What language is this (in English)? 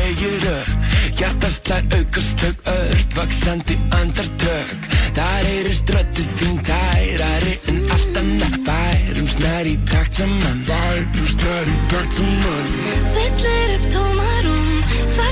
Icelandic